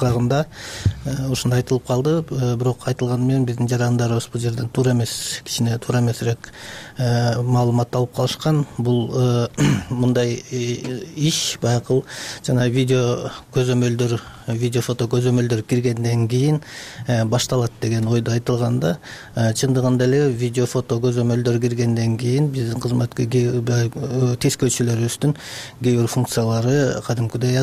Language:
Kyrgyz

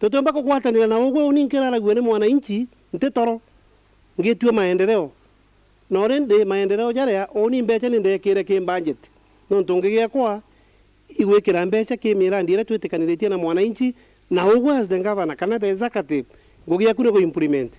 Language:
Meru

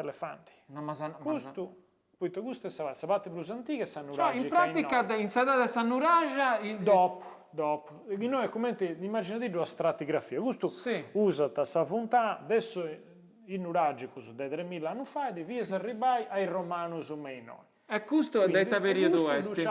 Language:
Sardinian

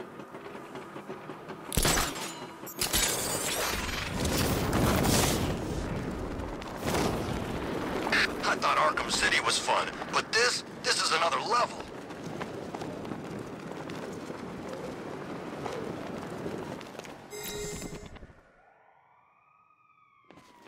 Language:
English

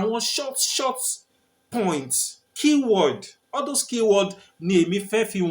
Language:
Yoruba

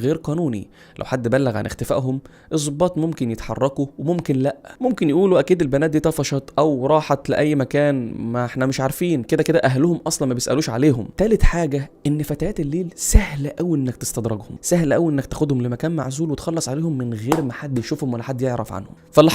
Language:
Egyptian Arabic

